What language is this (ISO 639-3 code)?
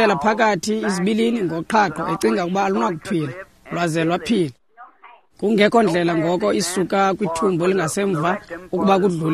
xho